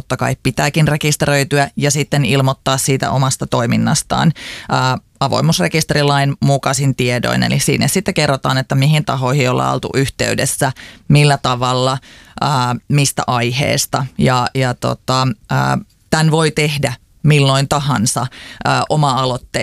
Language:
Finnish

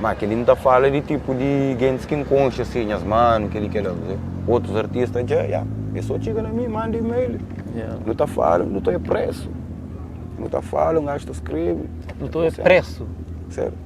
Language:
Kabuverdianu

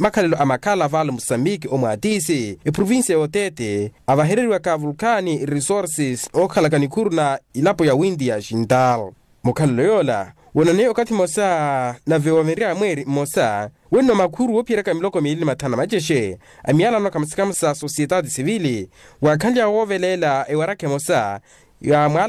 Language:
Makhuwa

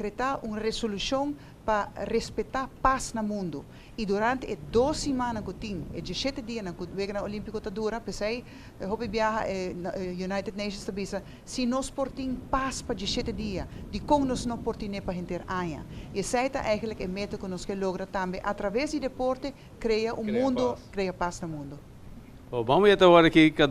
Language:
Papiamento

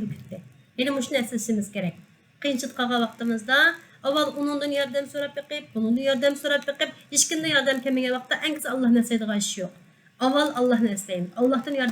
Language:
Uyghur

